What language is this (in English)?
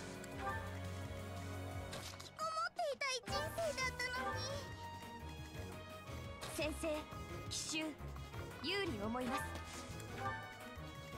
Japanese